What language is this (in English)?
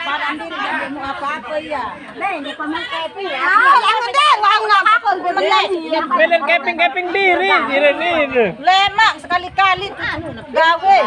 Sasak